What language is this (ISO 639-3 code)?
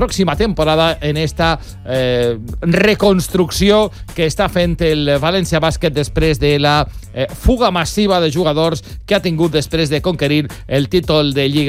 cat